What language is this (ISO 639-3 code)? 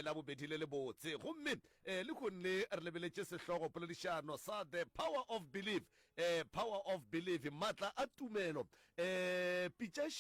nso